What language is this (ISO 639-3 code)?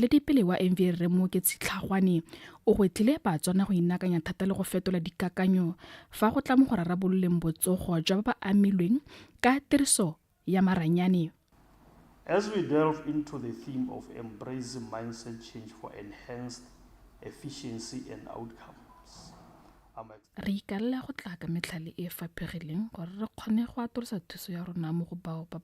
tsn